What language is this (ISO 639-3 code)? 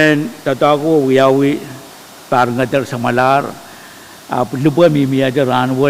pon